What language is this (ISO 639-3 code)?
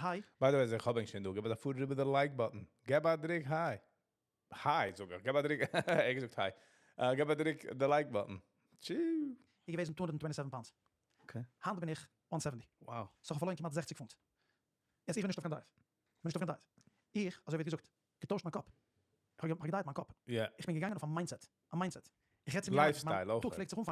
yid